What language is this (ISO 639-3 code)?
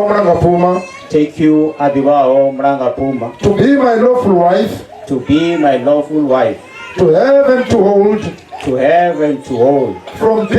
ven